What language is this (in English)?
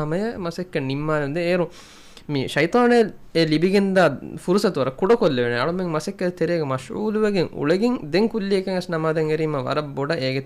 Divehi